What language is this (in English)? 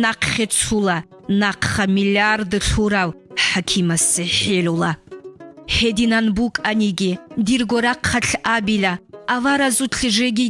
Avaric